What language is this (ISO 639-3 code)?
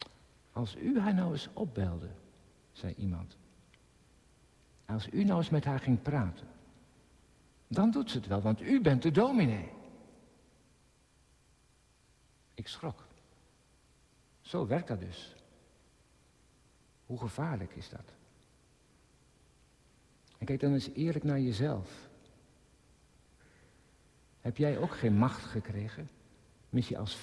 nld